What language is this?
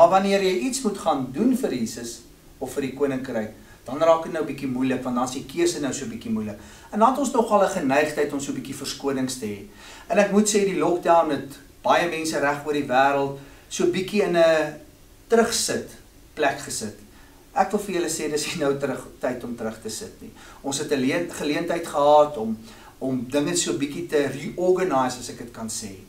Afrikaans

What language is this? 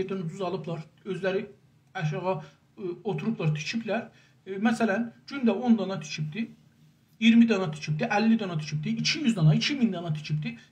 South Azerbaijani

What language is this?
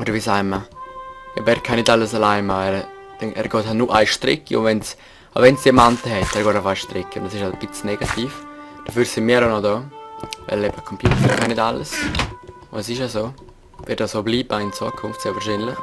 Swiss German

